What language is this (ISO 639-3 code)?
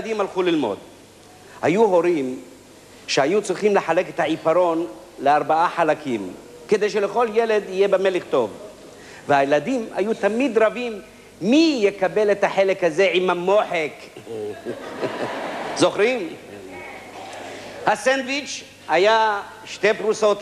heb